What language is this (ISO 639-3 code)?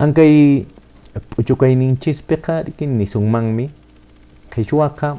que